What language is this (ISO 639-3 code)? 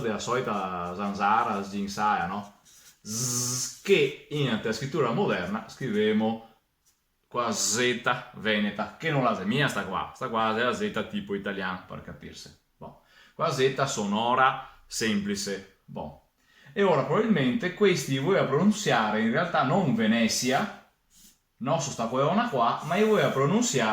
vec